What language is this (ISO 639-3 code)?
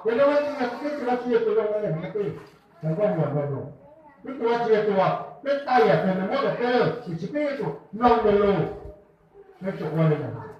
hmn